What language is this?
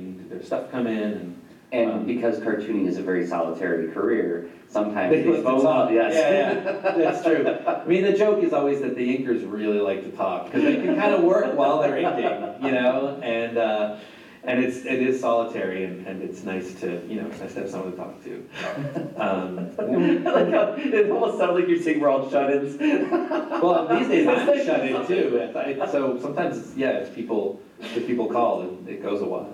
English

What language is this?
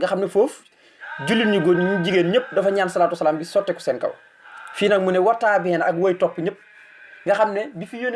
Wolof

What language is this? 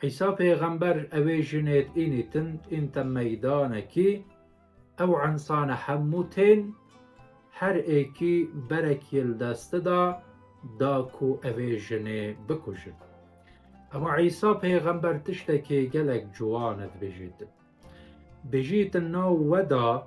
Kurdish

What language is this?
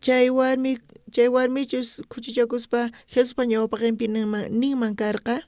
South Bolivian Quechua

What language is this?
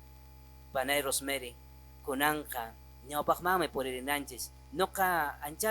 Quechua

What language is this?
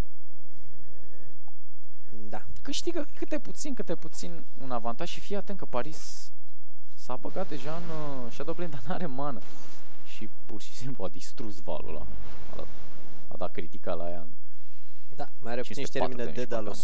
Romanian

